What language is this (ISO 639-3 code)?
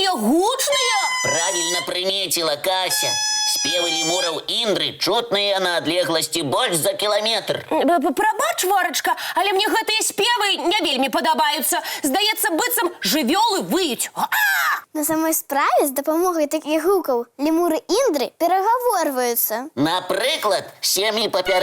bel